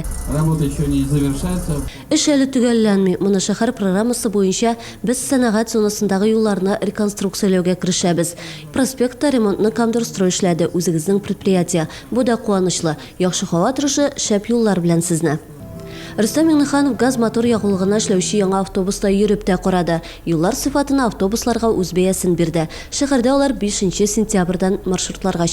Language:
Tatar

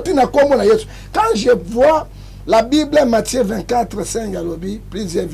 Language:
Lingala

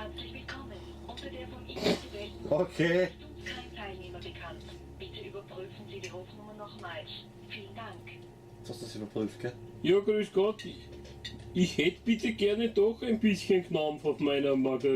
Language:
Bavarian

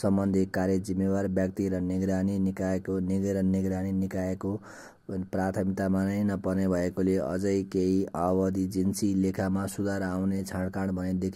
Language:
Nepali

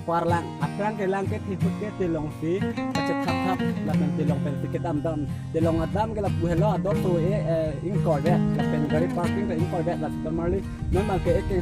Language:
Karbi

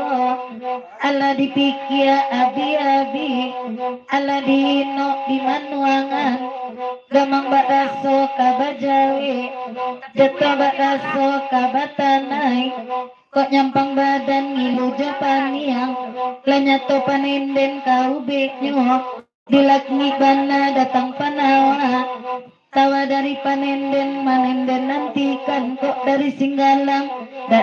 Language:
Minangkabau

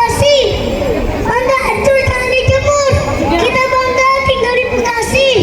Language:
Betawi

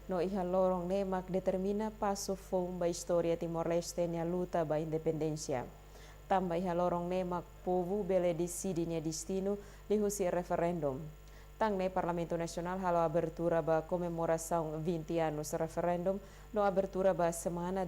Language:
Tetum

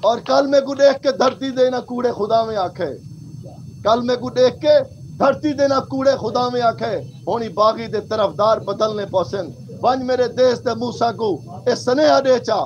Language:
Saraiki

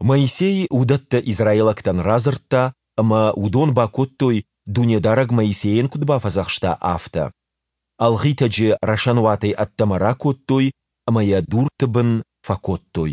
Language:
Ossetic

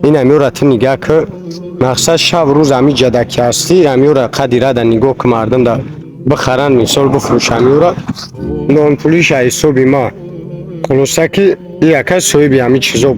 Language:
Tajik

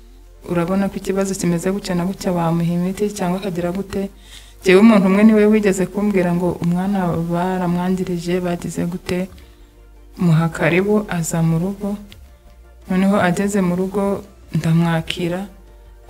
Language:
Kinyarwanda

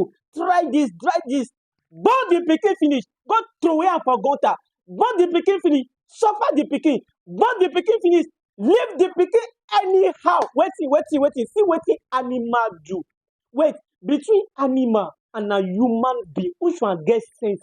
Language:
Nigerian Pidgin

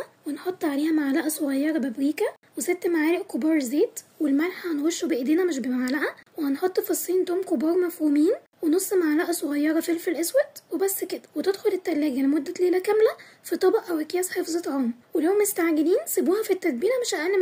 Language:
Egyptian Arabic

